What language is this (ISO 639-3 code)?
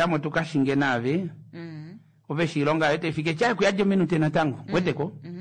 kua